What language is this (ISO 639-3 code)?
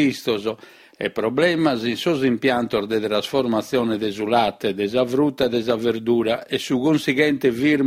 srd